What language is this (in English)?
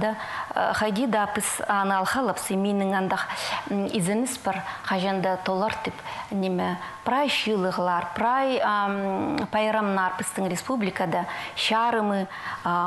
Khakas